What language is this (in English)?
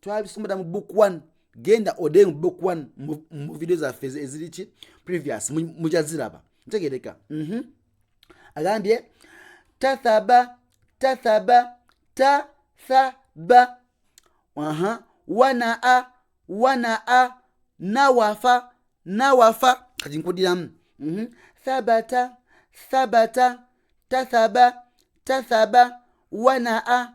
Ganda